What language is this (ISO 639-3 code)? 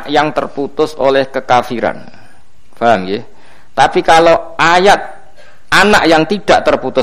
jav